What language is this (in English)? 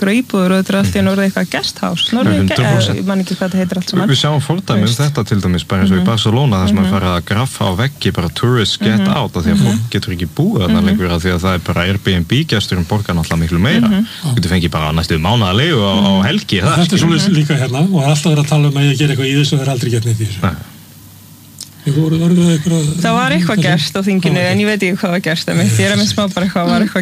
Icelandic